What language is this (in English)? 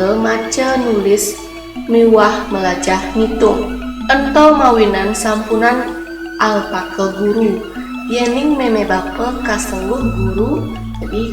Balinese